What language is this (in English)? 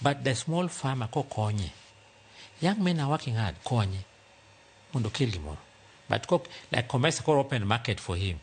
Luo (Kenya and Tanzania)